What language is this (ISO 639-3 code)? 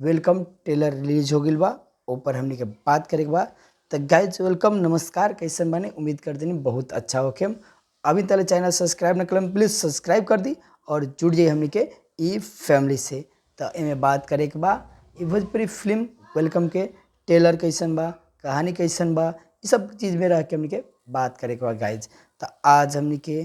bho